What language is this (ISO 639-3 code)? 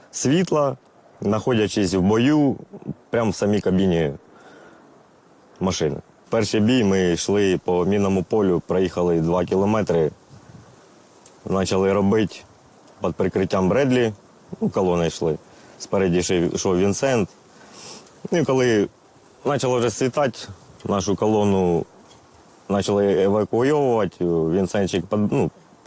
ukr